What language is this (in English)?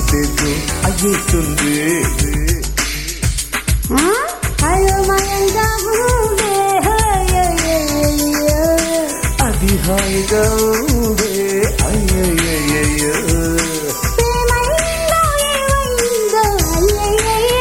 Telugu